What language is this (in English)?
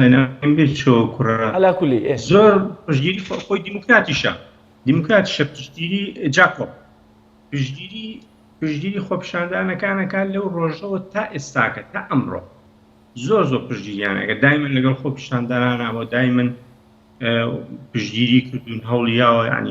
Central Kurdish